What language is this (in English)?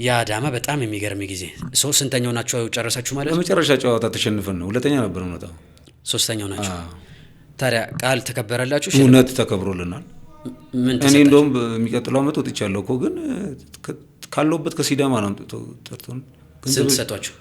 Amharic